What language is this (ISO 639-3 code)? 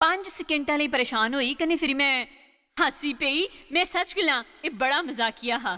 doi